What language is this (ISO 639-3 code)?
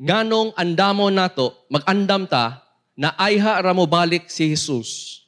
ceb